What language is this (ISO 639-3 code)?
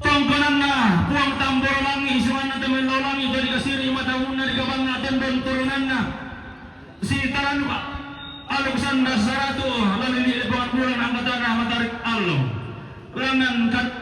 sda